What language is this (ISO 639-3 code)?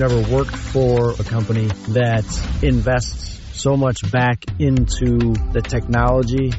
eng